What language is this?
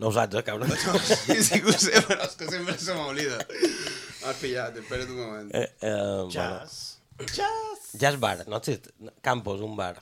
Catalan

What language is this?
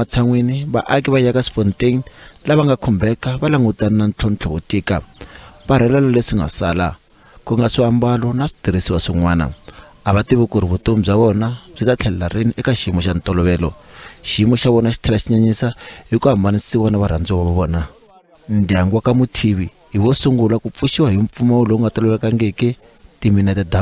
Tsonga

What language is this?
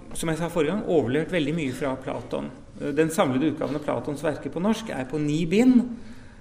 Norwegian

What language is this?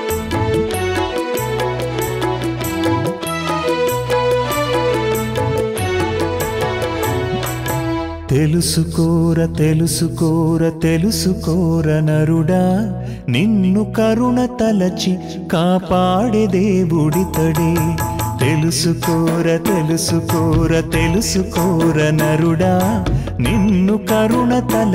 Telugu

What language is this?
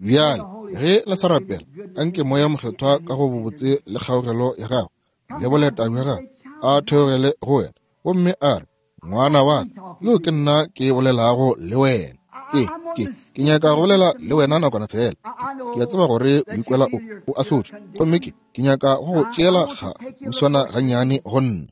Northern Sotho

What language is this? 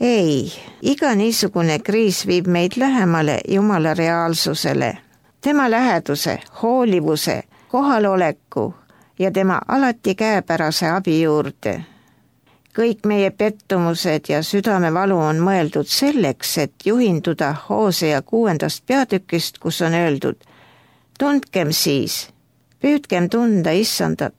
Estonian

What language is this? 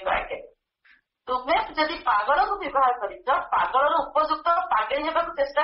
Odia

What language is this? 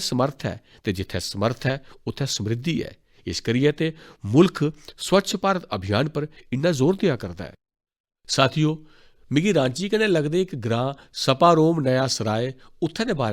Dogri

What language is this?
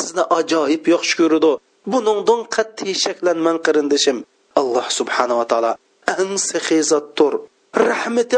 Uyghur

